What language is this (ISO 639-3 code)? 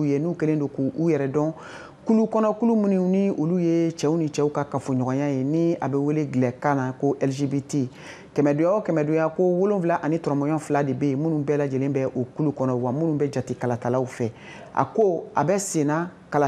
bam